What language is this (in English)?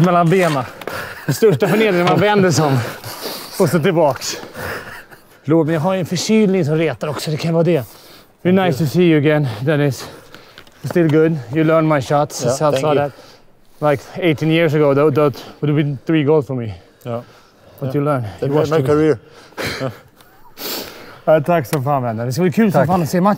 Swedish